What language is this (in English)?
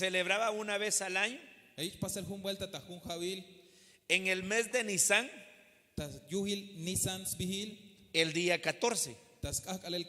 Tzeltal